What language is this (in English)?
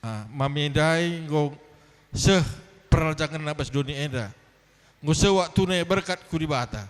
Batak Karo